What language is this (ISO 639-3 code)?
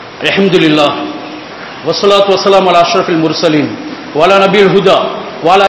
tam